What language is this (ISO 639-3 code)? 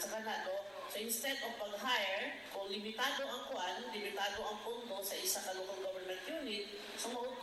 ceb